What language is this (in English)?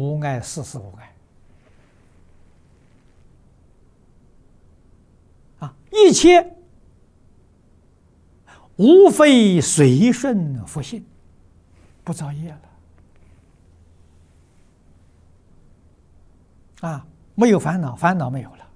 Chinese